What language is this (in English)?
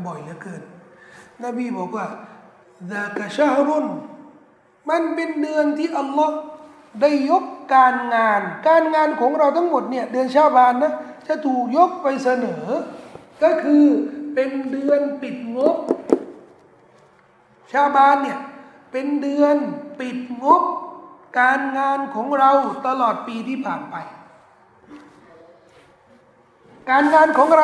Thai